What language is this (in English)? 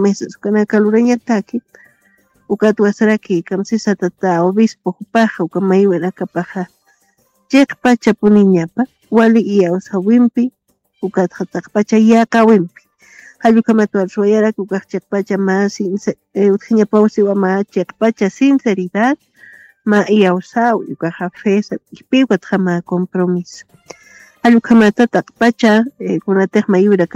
Aymara